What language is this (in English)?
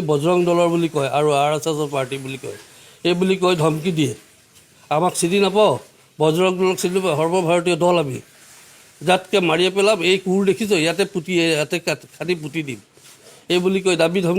Assamese